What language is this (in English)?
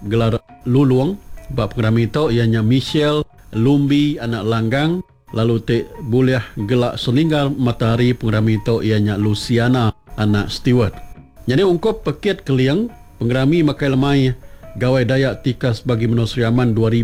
Iban